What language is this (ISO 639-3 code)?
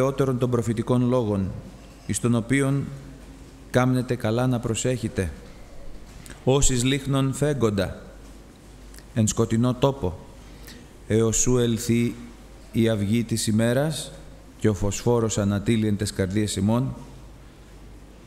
ell